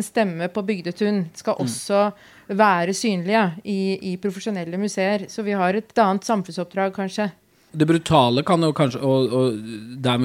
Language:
Norwegian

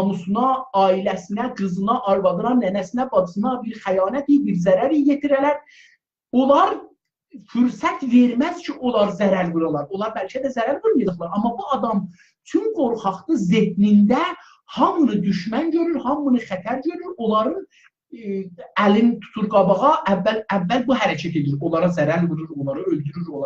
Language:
South Azerbaijani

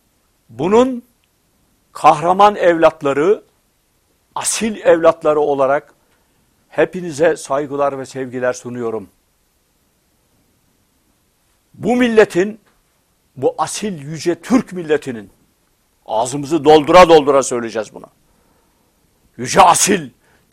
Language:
Turkish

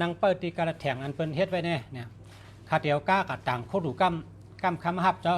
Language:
Shan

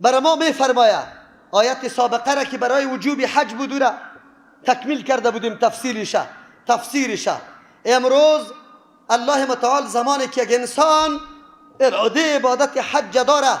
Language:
Persian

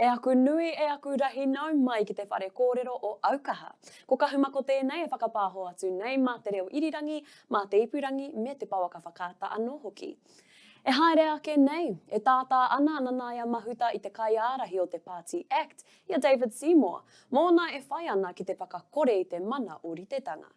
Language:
Māori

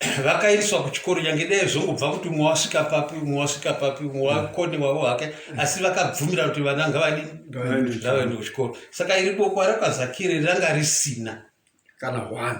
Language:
Shona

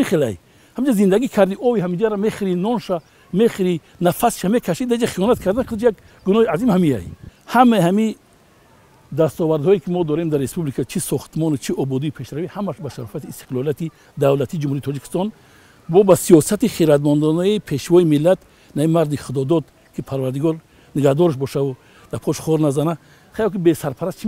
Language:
Tajik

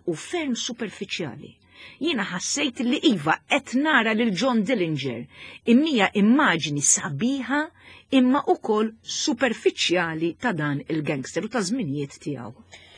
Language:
Maltese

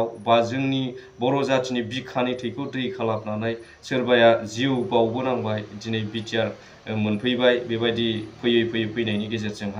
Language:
Bodo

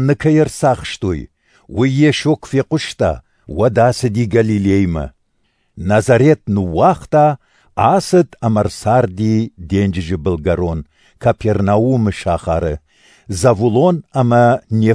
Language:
Ossetic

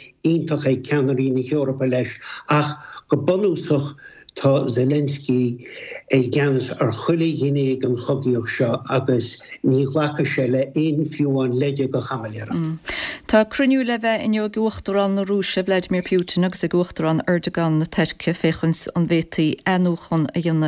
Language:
Irish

